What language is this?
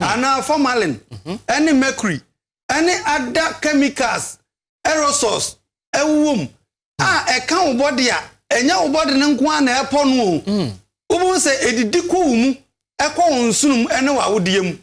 Akan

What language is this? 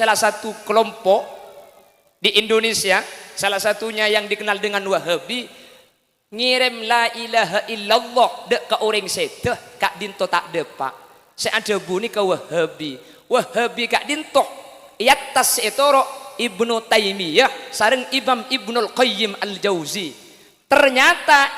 Madurese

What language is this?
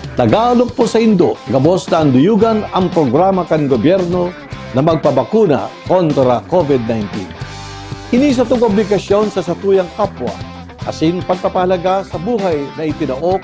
Bikol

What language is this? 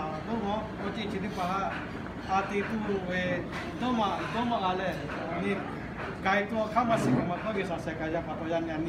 Lahu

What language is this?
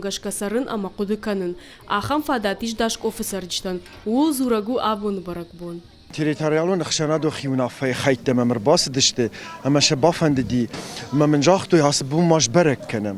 Ossetic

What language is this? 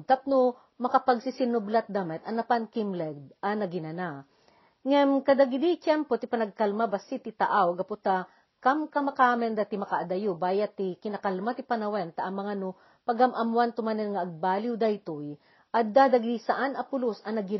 Iloko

